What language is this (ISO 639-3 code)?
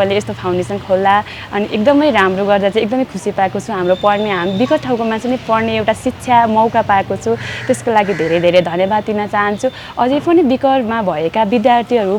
nep